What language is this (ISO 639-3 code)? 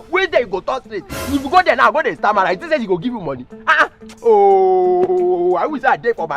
pcm